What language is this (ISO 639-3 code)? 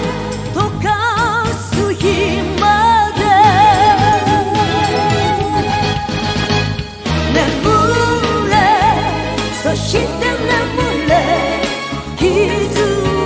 jpn